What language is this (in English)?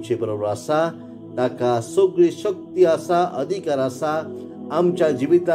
Konkani